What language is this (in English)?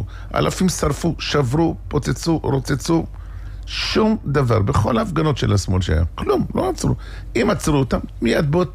Hebrew